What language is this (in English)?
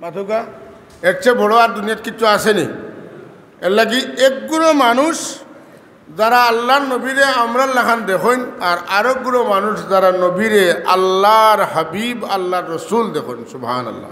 Sylheti